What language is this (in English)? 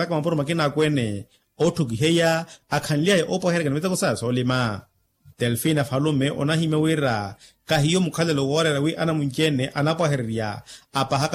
Makhuwa